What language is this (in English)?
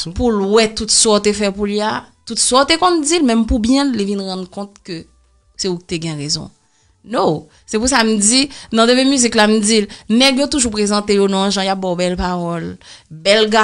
Haitian Creole